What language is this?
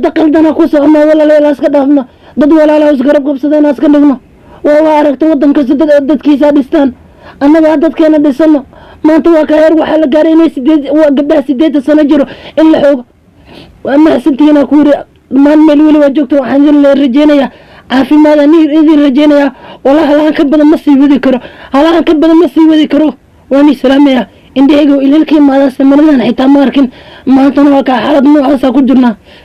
Somali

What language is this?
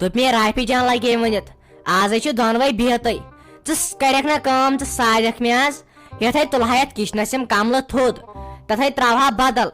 Kashmiri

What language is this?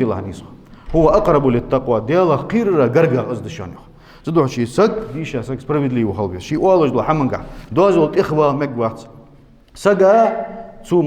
Ingush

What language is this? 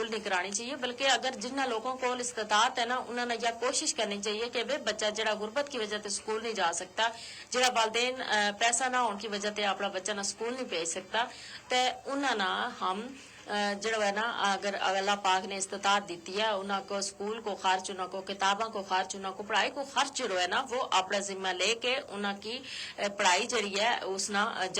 Gujari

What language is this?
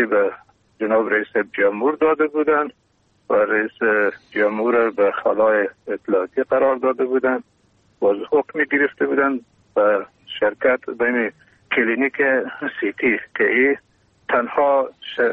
Persian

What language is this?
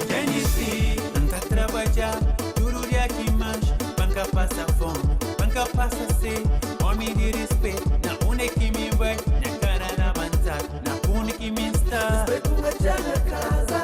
Kabuverdianu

